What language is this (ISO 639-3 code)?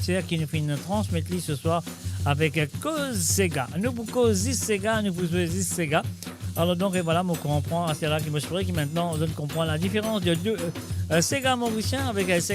mfe